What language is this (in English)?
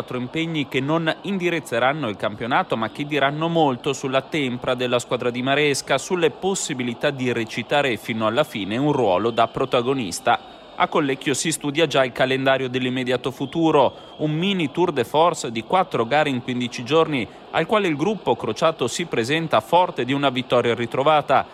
Italian